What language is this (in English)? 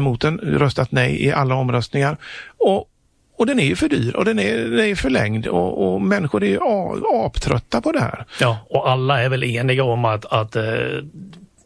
Swedish